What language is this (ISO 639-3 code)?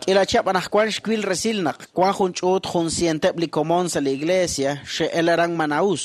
kek